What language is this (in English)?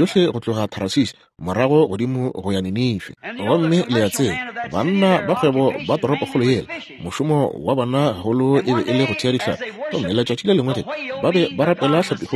Northern Sotho